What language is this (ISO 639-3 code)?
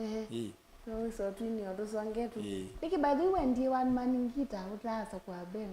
kam